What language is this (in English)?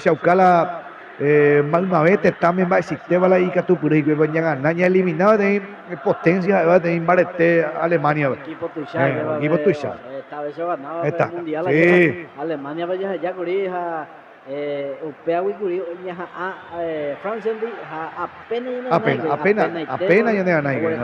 Guarani